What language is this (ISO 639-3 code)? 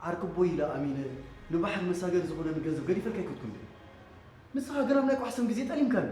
tir